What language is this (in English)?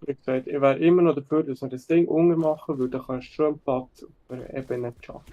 Swiss German